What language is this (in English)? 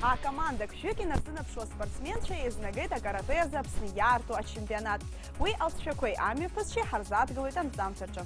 Abkhazian